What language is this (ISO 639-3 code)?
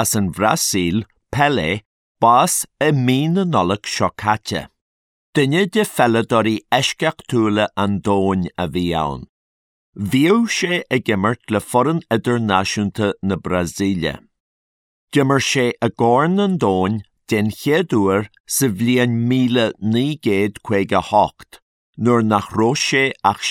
gle